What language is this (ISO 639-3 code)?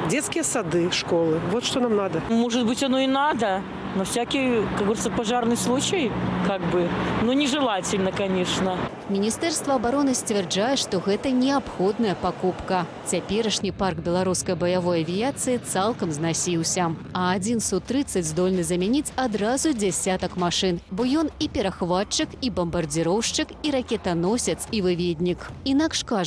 bel